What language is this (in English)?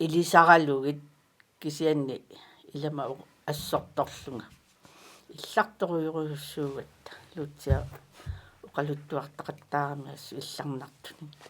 Kalaallisut